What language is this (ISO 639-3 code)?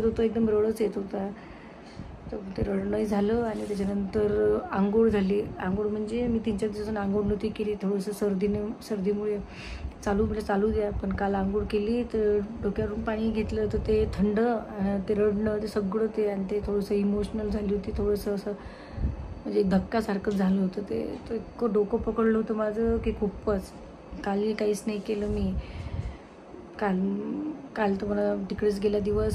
mar